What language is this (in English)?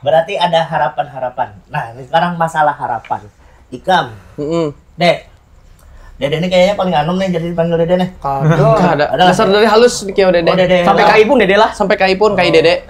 Banjar